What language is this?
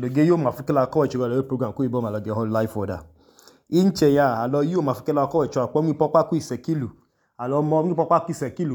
Idoma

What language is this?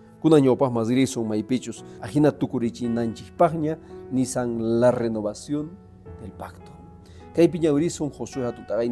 Quechua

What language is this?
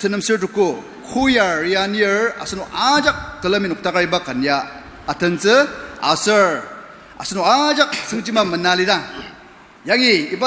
Ao Naga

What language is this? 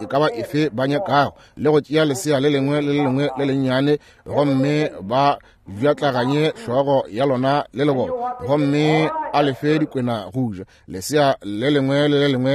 Northern Sotho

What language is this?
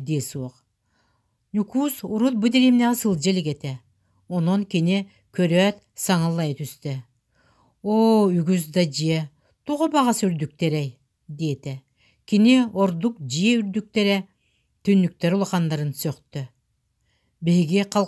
Yakut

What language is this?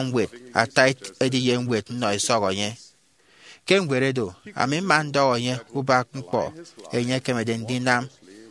Efik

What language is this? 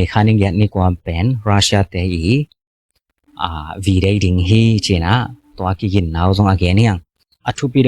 Tedim Chin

